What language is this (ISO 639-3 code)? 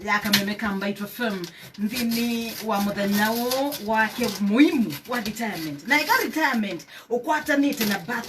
kam